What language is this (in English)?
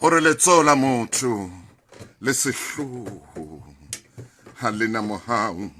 Southern Sotho